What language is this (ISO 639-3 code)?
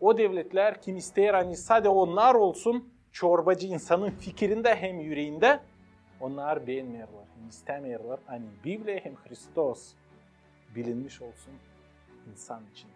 gag